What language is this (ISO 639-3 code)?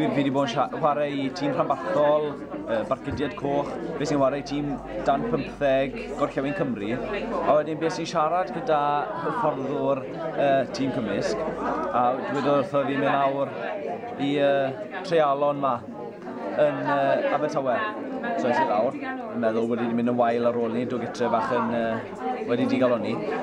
cym